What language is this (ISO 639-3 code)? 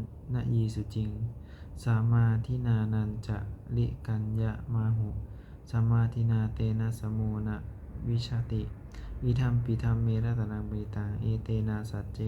pli